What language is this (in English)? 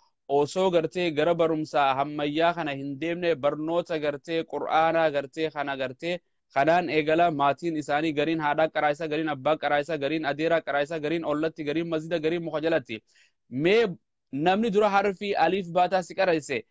Oromo